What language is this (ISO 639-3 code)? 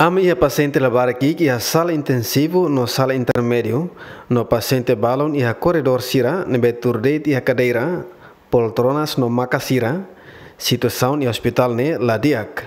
tet